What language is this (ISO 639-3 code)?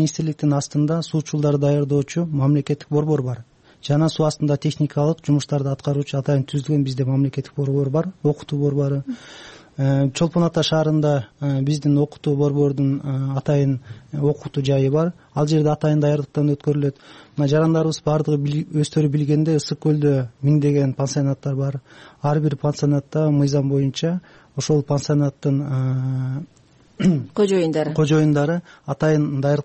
kir